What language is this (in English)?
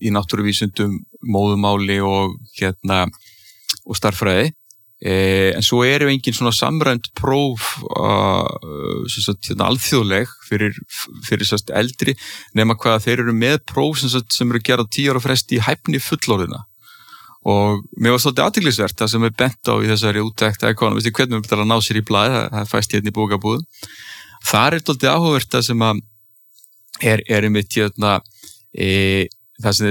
Icelandic